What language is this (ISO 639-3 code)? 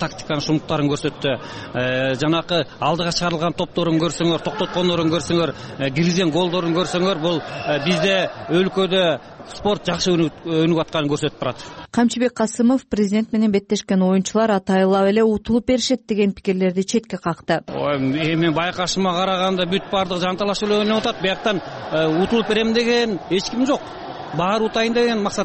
kir